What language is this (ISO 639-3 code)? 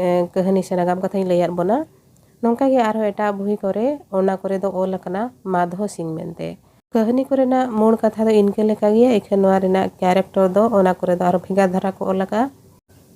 sat